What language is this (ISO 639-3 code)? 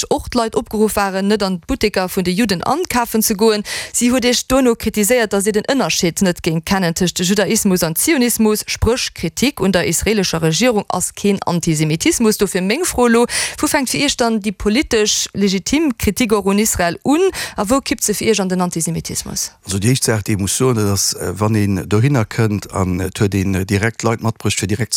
ltz